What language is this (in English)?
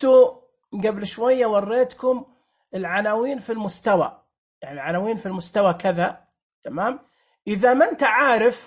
Najdi Arabic